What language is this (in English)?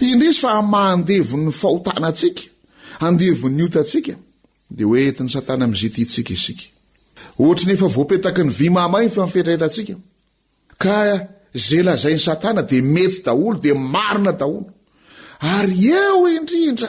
Malagasy